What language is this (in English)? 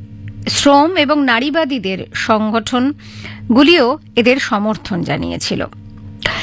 Bangla